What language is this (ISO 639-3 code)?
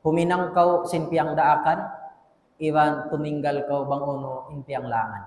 tsg